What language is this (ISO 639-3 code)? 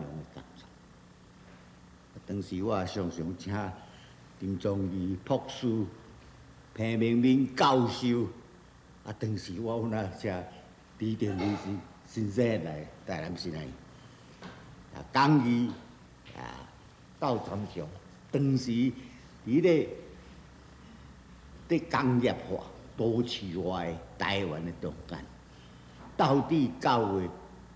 nan